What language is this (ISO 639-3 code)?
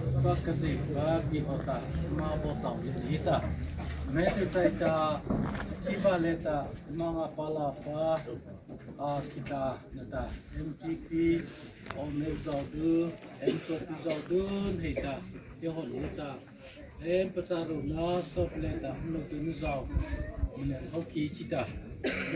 mrh